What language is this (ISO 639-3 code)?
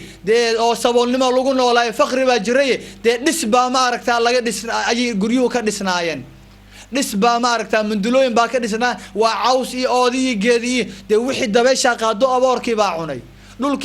som